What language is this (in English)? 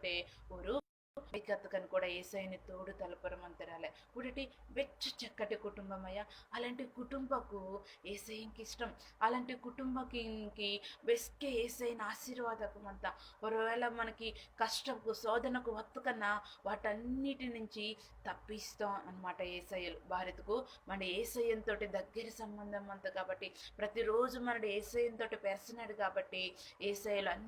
Koya